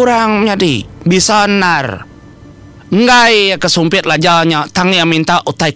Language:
Iban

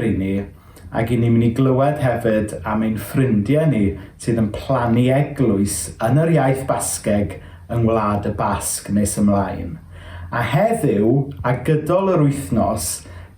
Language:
Welsh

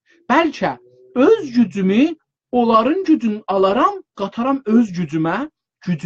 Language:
South Azerbaijani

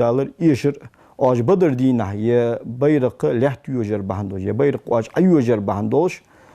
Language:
Ingush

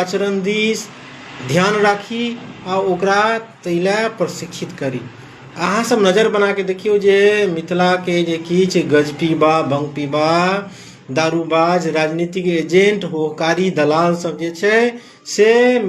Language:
Maithili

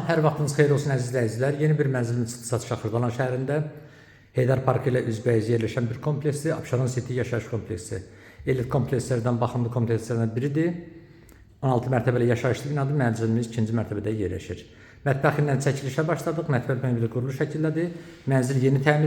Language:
Azerbaijani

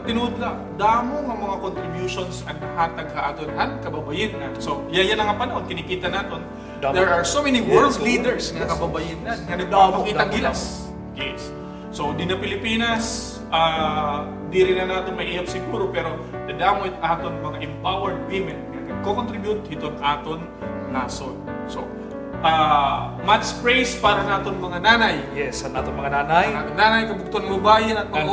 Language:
Waray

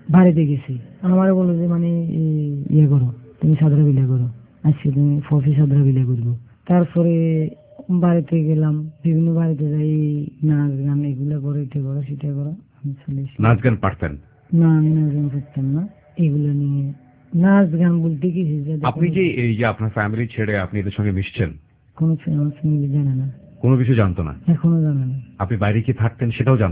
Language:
Bangla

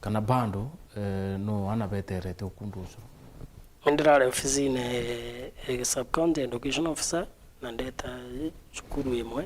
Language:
Meru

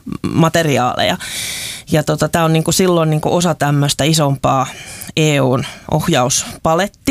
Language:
Finnish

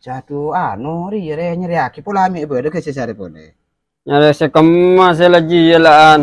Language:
Madurese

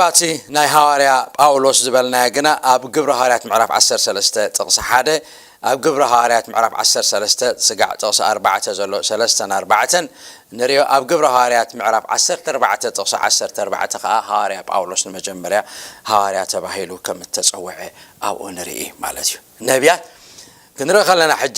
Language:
Tigrinya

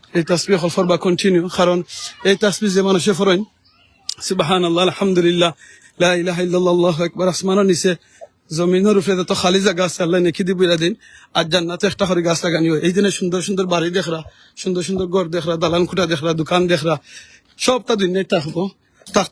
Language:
Sylheti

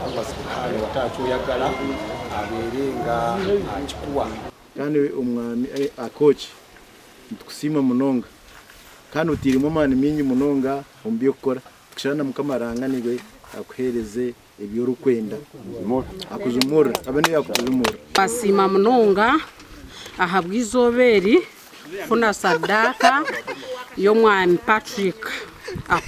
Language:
Nyankole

